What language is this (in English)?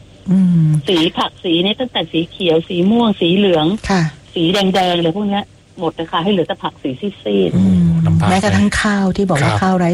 Thai